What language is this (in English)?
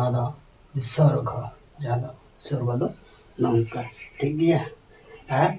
Santali